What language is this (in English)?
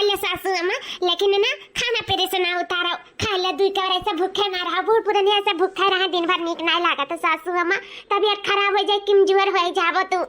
Awadhi